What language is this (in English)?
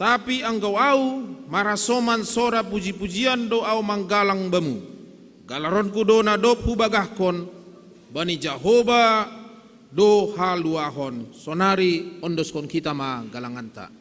Batak Simalungun